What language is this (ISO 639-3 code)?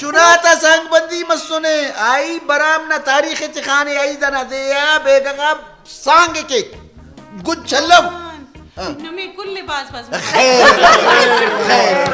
brh